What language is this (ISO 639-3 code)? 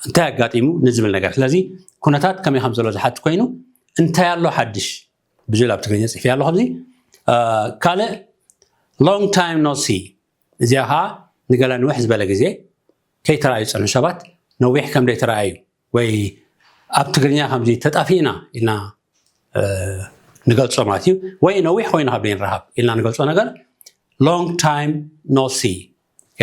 tir